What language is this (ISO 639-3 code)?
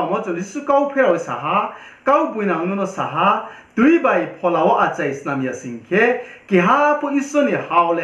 ria